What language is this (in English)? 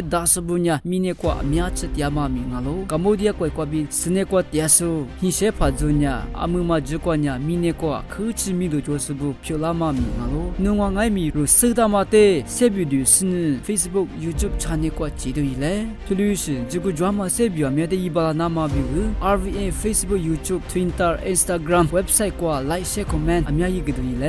Lisu